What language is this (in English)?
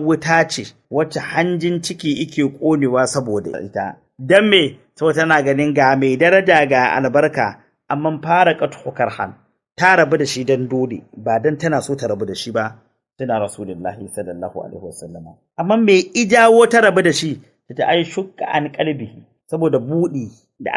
Hausa